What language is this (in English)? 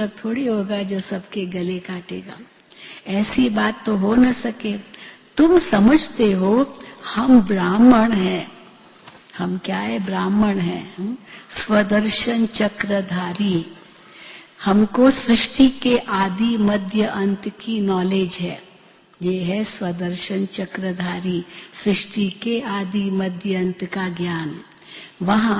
Hindi